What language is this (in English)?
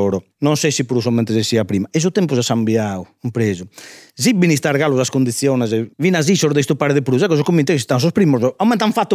Sardinian